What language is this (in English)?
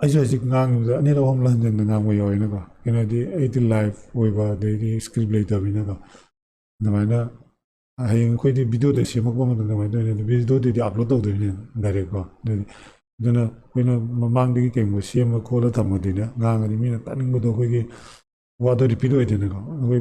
Manipuri